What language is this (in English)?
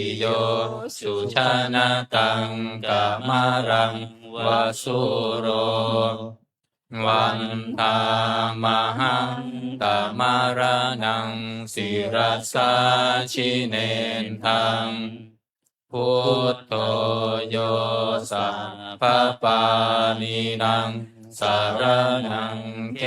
Pali